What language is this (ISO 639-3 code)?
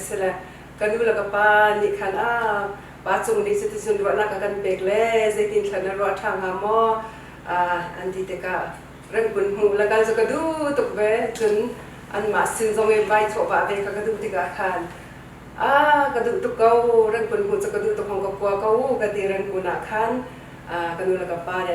cnh